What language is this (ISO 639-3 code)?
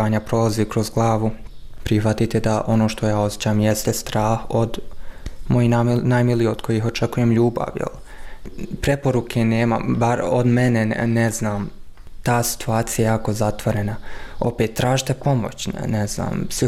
bos